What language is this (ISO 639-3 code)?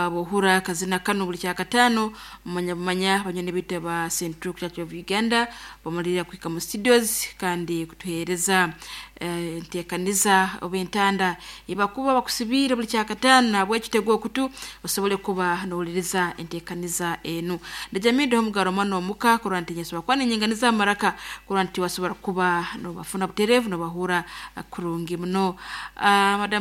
nyo